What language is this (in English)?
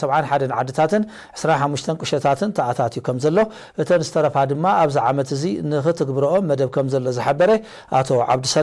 Tigrinya